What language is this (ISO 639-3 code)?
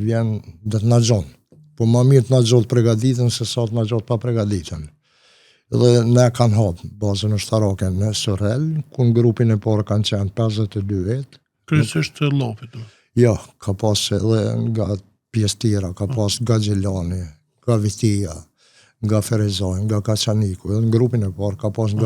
sqi